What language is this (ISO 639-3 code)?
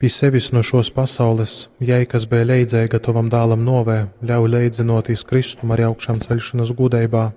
ltg